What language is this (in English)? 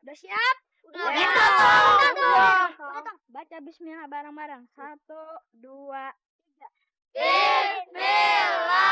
Betawi